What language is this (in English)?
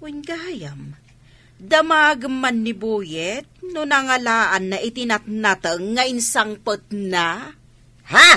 Iloko